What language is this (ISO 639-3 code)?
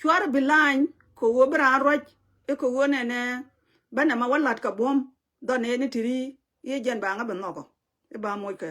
nus